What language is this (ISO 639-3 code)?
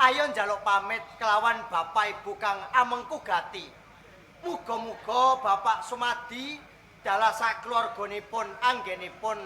jav